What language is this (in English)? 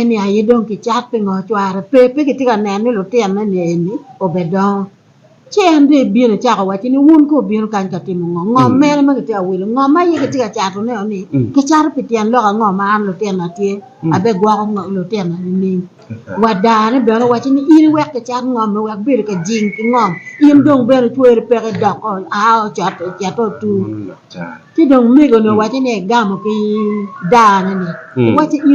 Acoli